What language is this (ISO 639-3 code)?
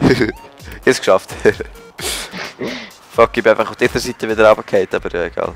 gsw